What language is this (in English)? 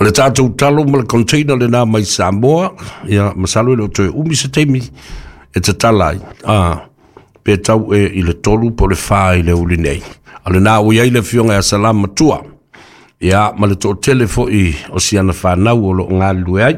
Samoan